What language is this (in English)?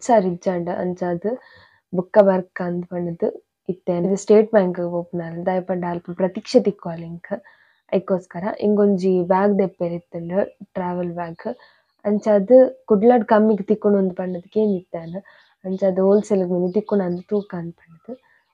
Tulu